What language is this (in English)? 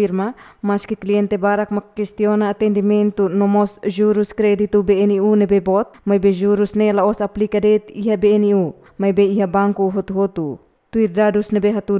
Tetum